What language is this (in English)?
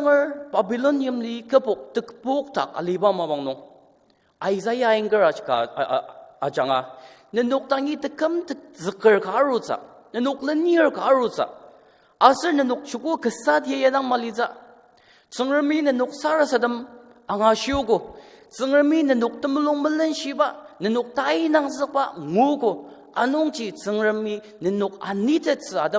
Ao Naga